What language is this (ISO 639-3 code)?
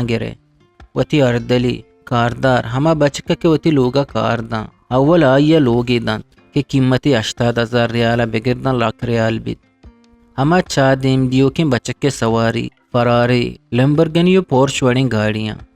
bgp